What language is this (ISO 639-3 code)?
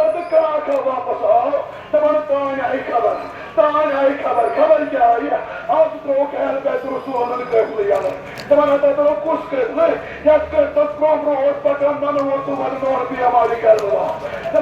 kas